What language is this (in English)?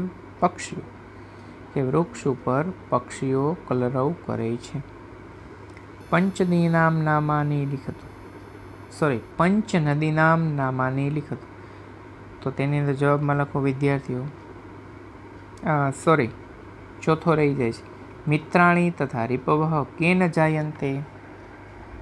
Gujarati